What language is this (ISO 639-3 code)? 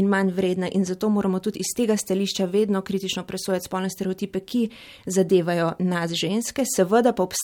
slv